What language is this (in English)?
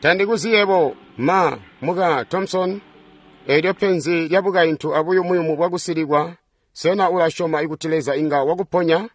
Tonga (Zambia)